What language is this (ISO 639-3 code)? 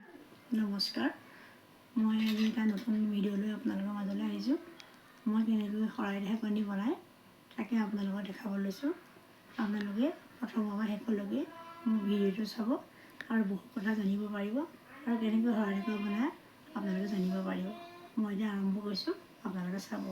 asm